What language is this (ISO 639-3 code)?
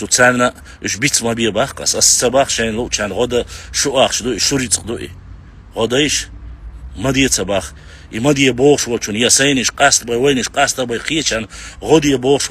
che